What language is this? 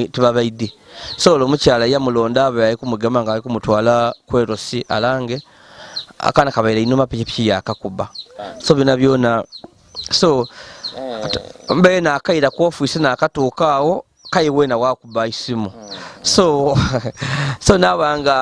Ganda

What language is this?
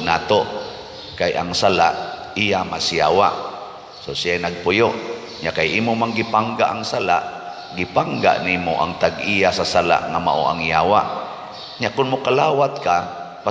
Cebuano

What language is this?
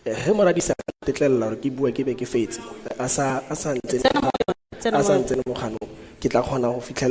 Tswana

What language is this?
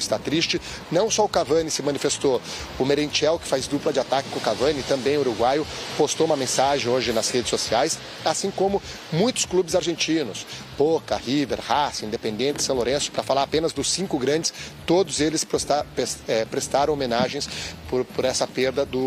Portuguese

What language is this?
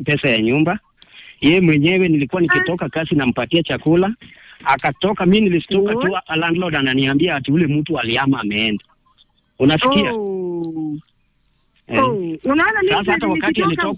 Swahili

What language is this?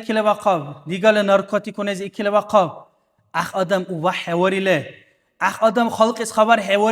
Dargwa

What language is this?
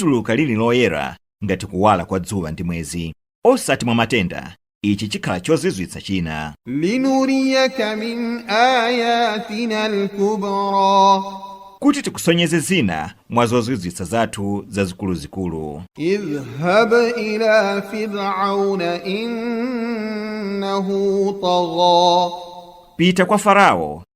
Nyanja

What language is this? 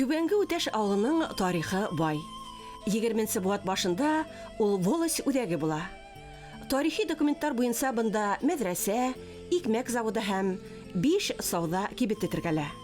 Bashkir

